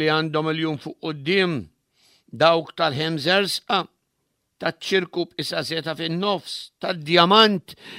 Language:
Maltese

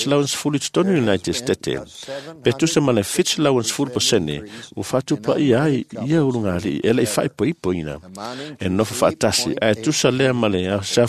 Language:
Samoan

